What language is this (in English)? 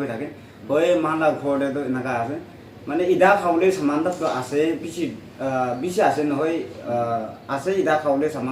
Naga Pidgin